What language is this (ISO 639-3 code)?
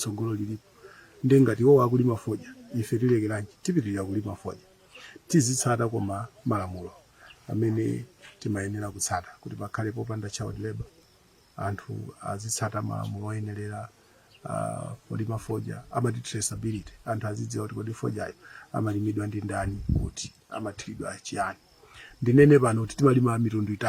nya